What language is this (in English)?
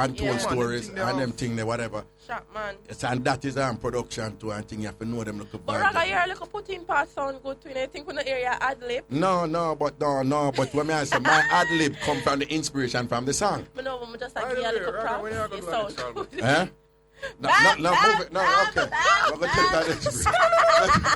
Jamaican Creole English